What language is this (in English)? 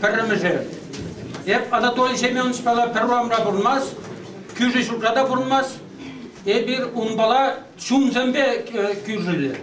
Chuvash